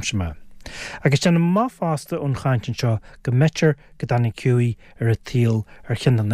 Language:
Irish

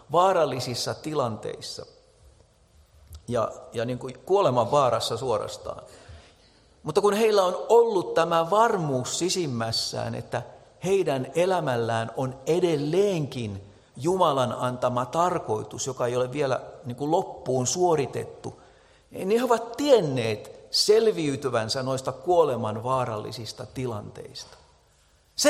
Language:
Finnish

